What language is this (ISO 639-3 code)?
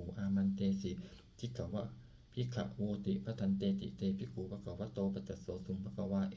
pli